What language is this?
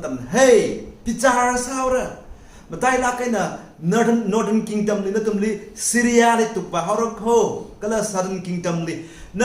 Tangkhul Naga (India)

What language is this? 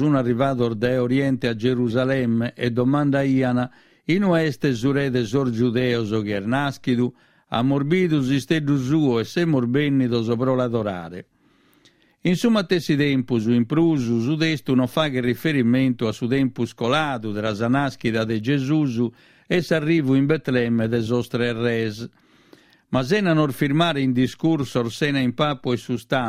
Sardinian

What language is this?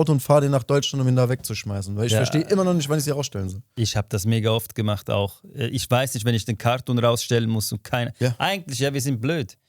Swiss German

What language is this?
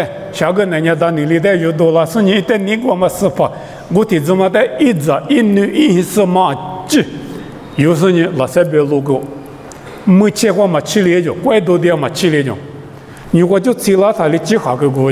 Lisu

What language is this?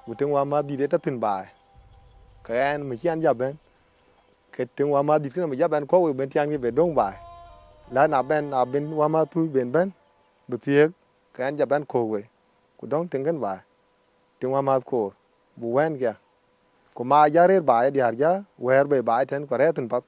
Dinka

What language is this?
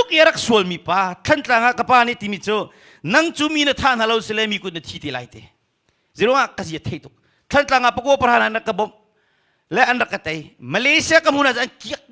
Hakha Chin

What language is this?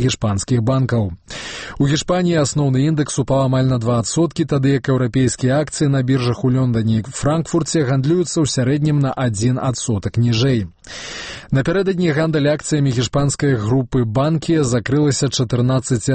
Belarusian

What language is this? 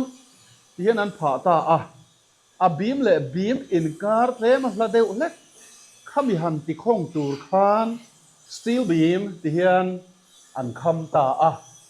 Mizo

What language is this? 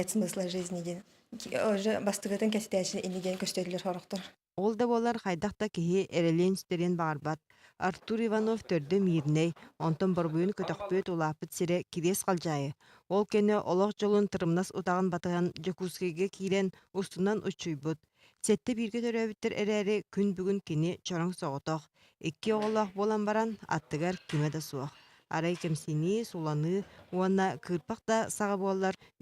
Yakut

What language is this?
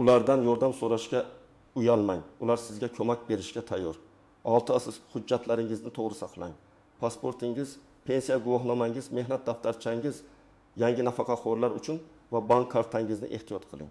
Uzbek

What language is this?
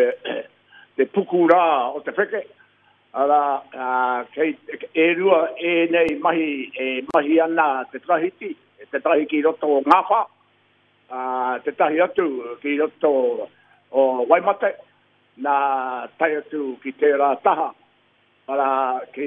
Māori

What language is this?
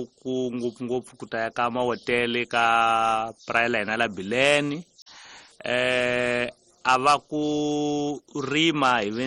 Tsonga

